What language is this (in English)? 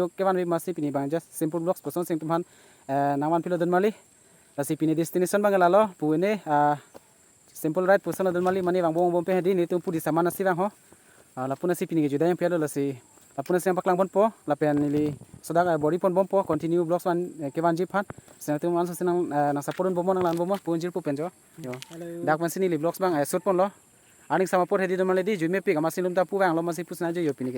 Karbi